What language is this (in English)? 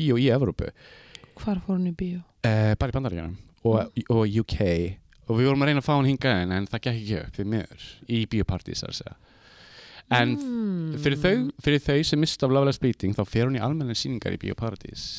Icelandic